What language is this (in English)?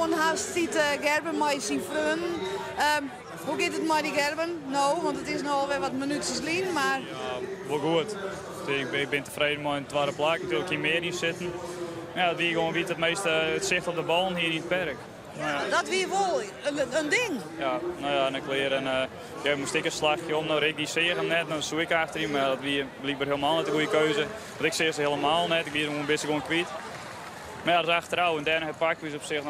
Western Frisian